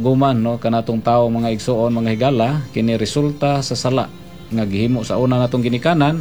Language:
Cebuano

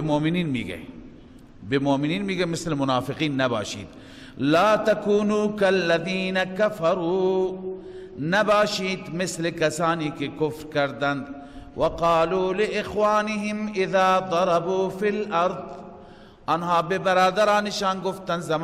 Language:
Persian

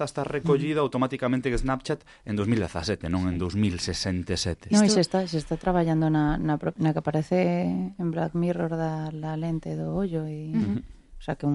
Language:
Galician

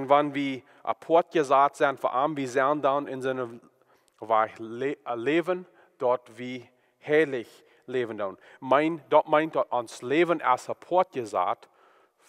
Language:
Plautdietsch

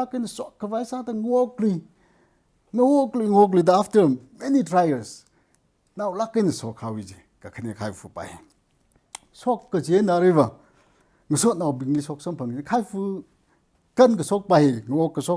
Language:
Tangkhul Naga (India)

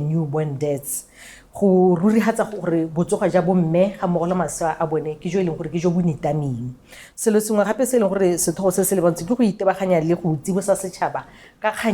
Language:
Tswana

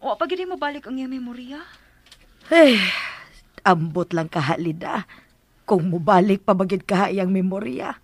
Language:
Cebuano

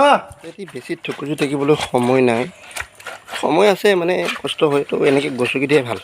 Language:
Assamese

